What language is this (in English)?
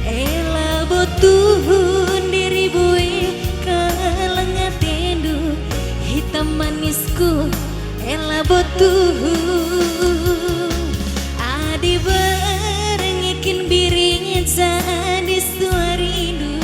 Batak Karo